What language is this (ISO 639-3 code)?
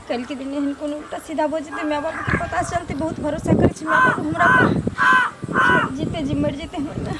mai